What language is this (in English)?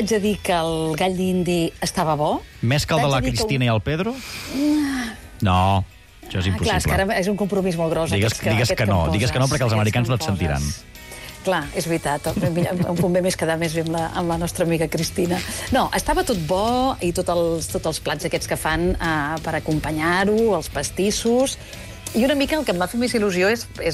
Catalan